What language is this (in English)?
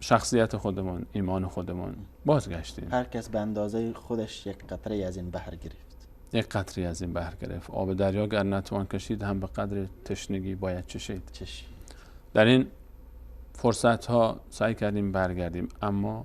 Persian